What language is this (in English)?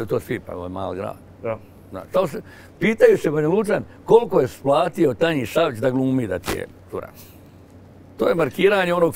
Bosnian